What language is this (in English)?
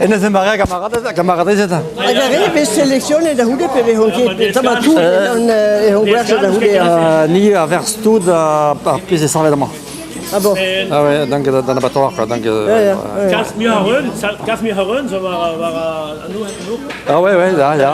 Breton